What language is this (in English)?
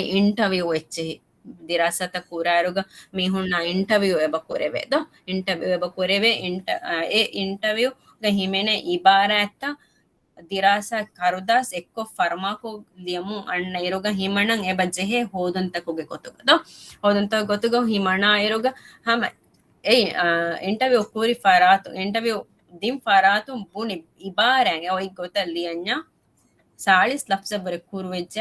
Divehi